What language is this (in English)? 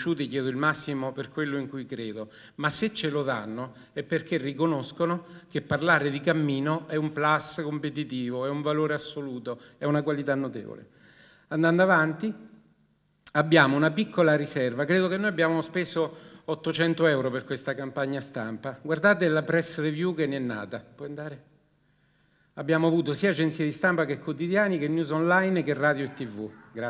Italian